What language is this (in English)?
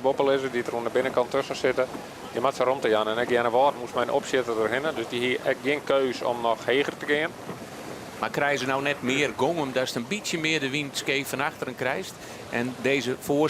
Western Frisian